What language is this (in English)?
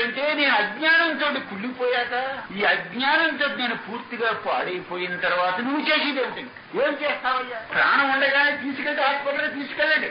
Telugu